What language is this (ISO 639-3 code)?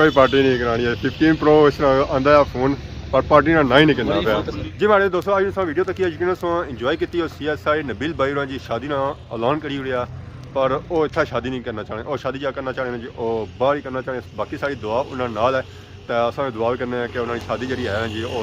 phr